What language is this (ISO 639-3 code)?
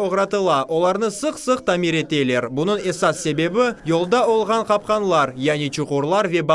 crh